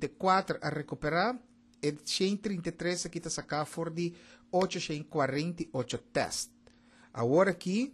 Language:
Papiamento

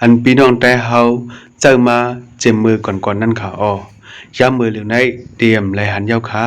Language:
Shan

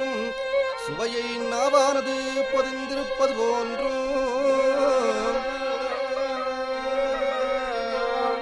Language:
Tamil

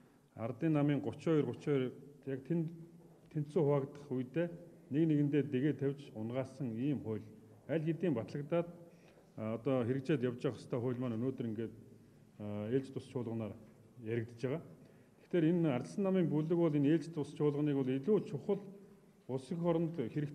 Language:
Mongolian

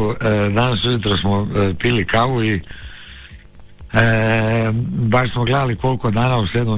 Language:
Croatian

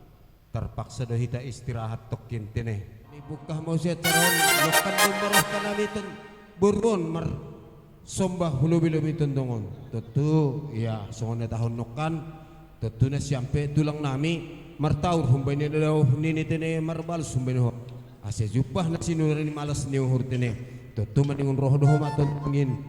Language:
Batak Simalungun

